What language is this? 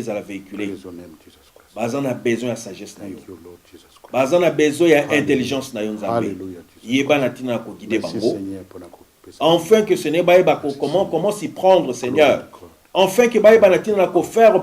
Lingala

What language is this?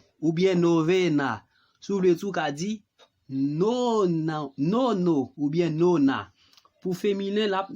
Haitian Creole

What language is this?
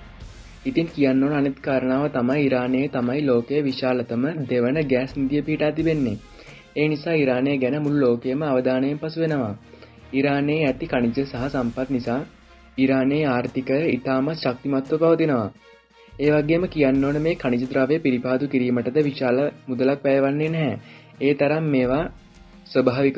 Sinhala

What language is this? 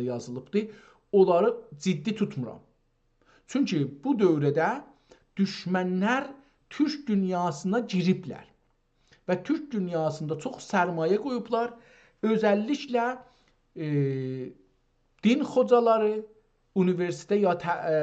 South Azerbaijani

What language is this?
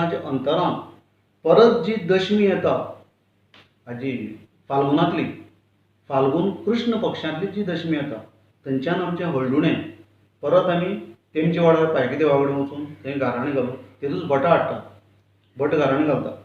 Konkani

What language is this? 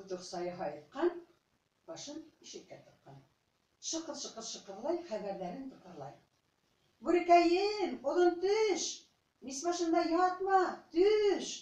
Bashkir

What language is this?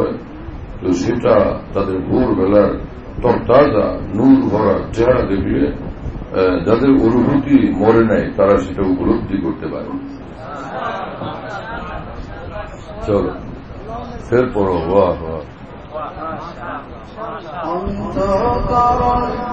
Bangla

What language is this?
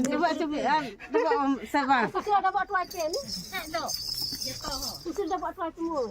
Santali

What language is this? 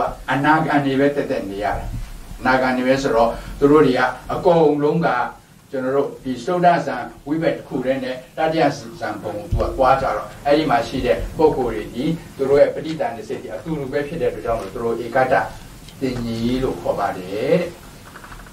Burmese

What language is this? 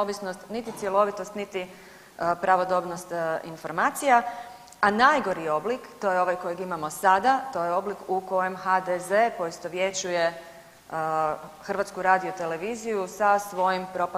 Croatian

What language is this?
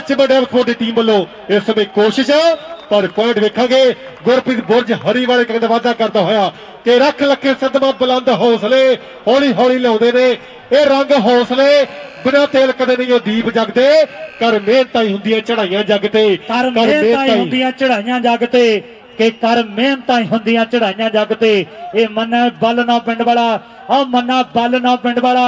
Punjabi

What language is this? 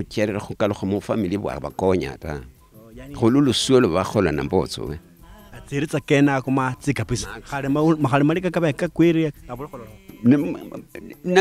Luyia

